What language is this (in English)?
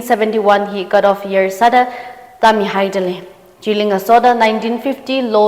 Tangkhul Naga (India)